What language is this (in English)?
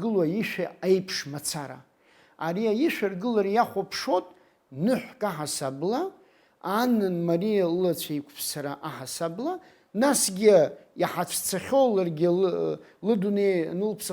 Abkhazian